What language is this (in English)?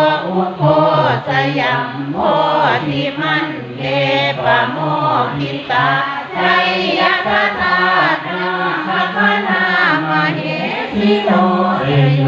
Pali